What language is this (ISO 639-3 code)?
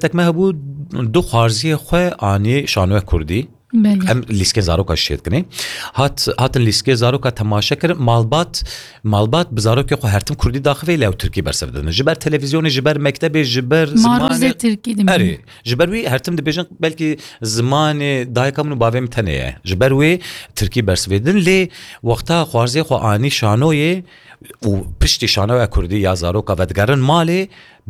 kur